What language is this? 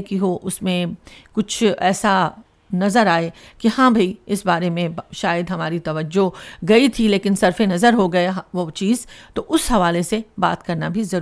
Urdu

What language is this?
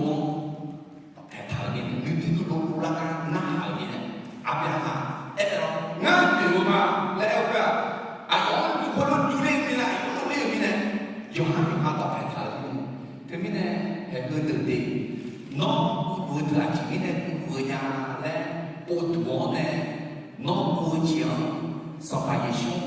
Akha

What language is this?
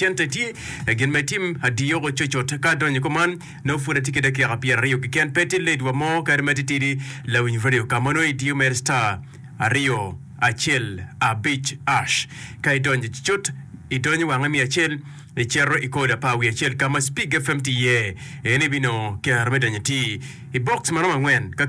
Acoli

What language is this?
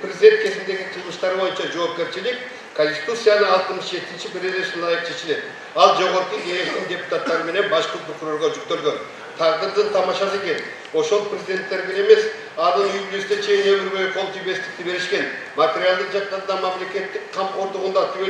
Kyrgyz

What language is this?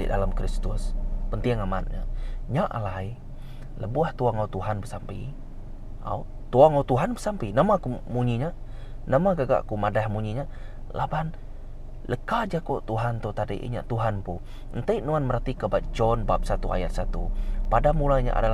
Iban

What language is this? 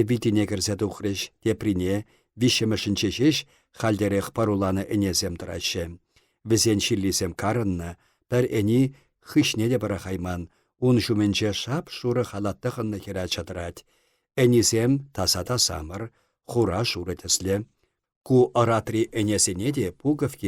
Chuvash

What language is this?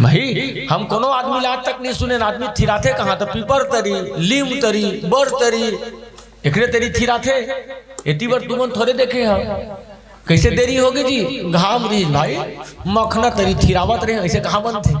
Chhattisgarhi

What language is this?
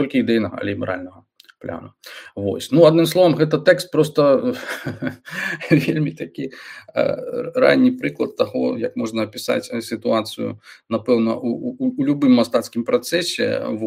Belarusian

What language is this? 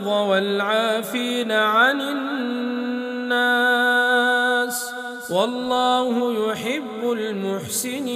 Arabic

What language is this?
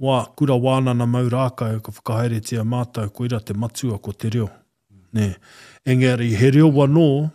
Māori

